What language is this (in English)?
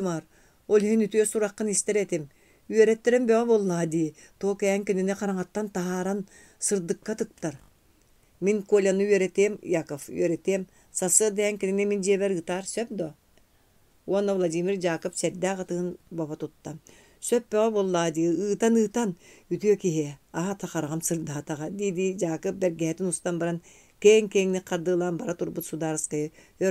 Yakut